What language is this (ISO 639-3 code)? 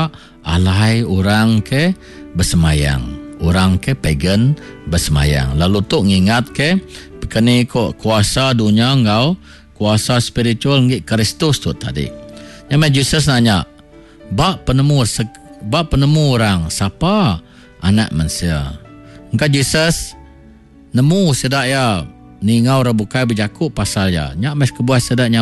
iba